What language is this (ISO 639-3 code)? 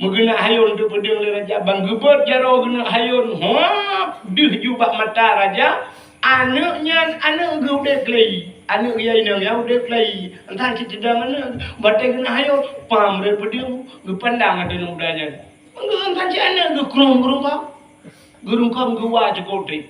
ace